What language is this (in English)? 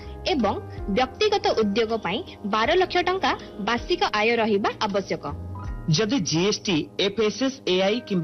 Odia